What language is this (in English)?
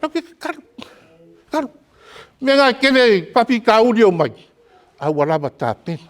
Samoan